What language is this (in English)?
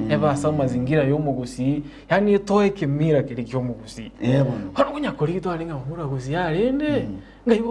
Gusii